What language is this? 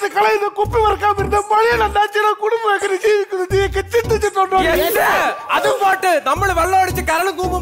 Malayalam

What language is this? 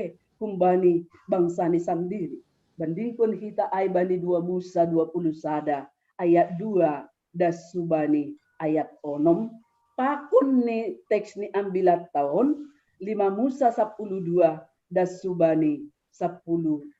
Batak Simalungun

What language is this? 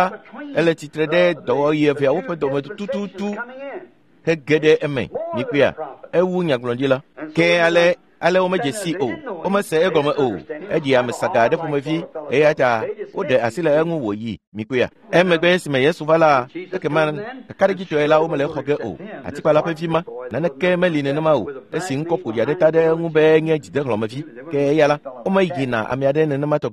Ewe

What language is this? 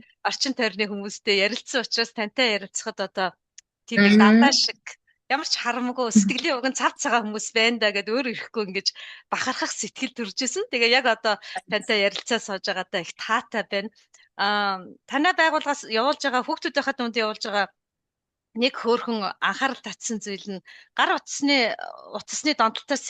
Mongolian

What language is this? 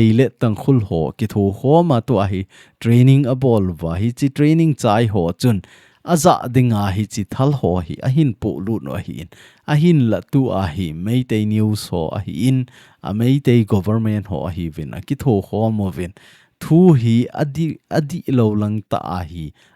Thado Chin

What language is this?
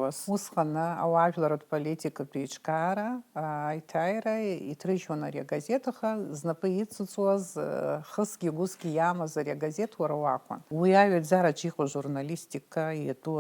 Abkhazian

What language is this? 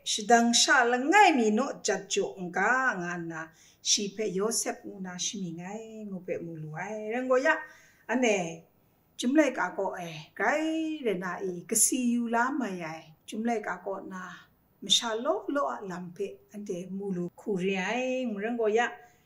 Kachin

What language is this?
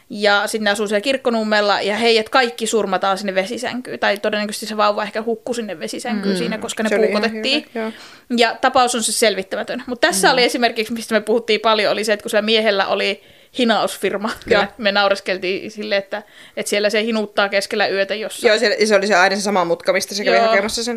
Finnish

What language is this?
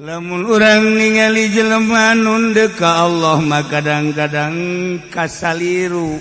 Sundanese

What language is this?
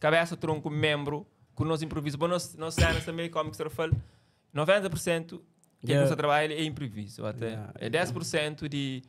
Kabuverdianu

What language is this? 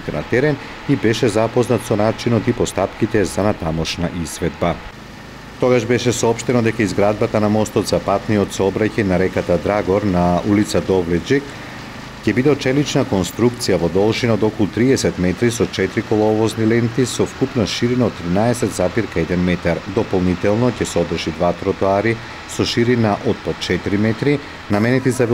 Macedonian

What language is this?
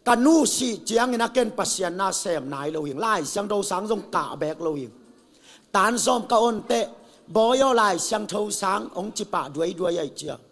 Tedim Chin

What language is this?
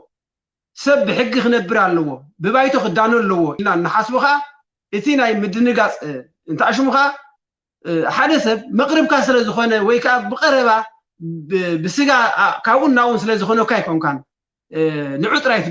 Tigrinya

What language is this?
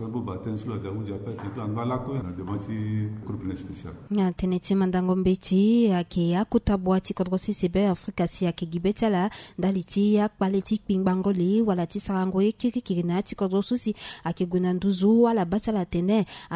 Sango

